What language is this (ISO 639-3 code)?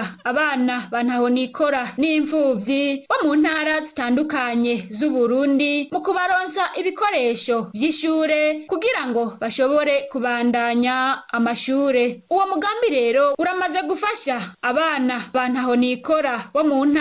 run